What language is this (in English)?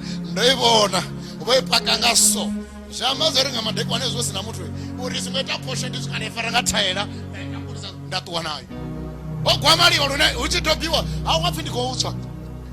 Venda